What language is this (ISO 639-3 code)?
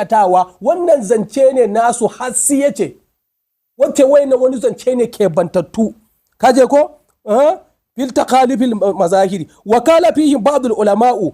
hau